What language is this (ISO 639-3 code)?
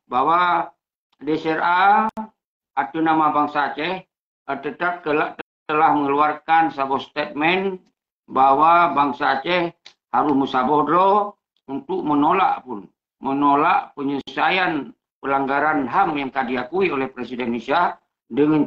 ace